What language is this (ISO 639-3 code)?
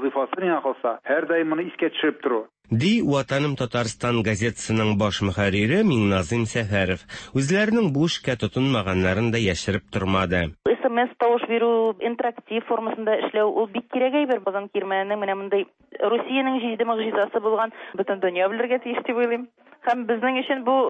tat